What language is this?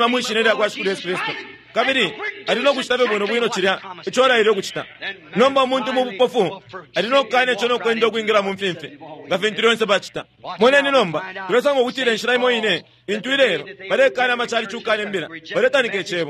Bemba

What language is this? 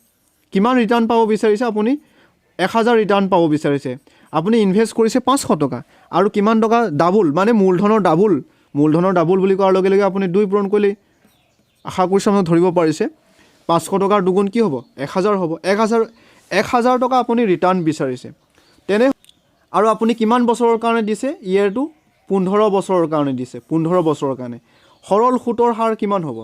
Assamese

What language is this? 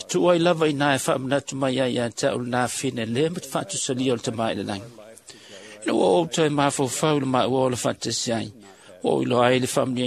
Samoan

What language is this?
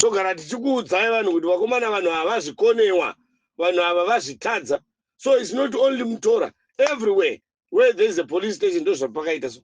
Shona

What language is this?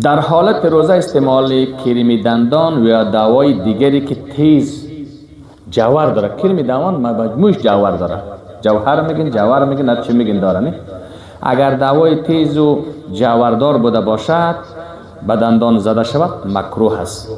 Persian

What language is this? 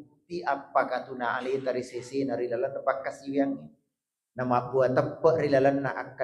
Buginese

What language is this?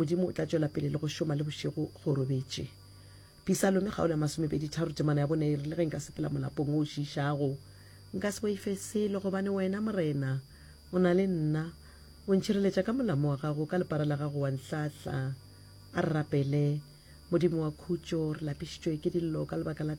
Northern Sotho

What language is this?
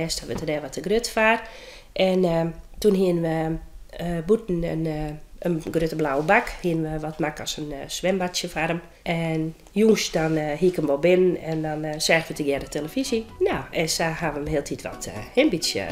Western Frisian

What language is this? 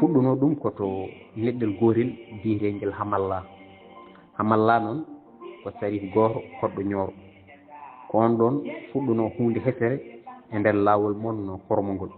Fula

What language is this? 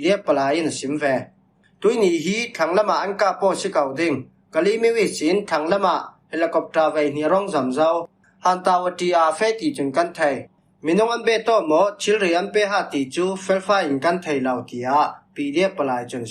Falam Chin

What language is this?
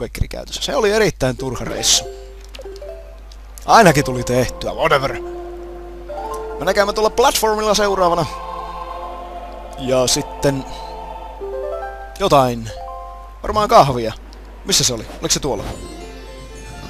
Finnish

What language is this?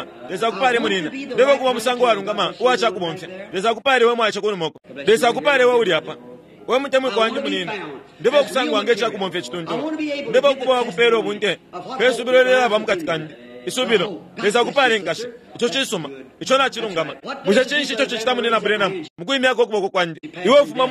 Bemba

